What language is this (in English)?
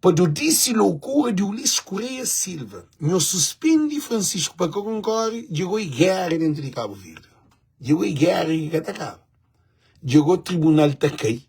Kabuverdianu